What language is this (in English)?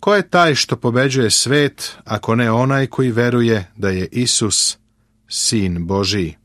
Serbian